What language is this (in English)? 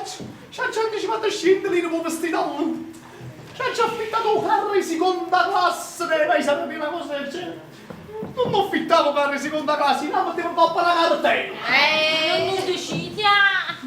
Neapolitan